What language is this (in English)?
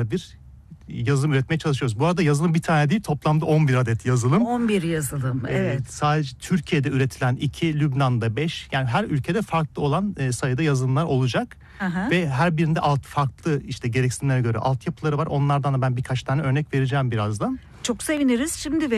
Turkish